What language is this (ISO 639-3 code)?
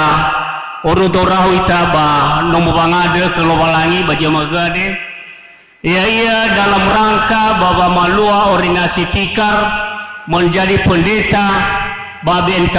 nia